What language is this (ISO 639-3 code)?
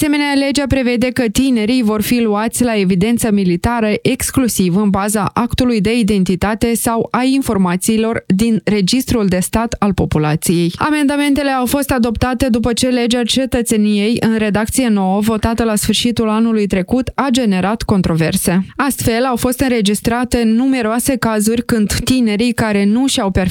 ron